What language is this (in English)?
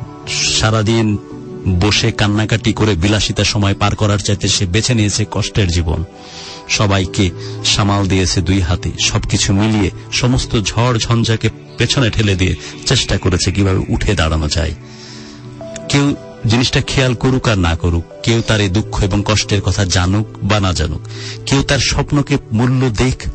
Bangla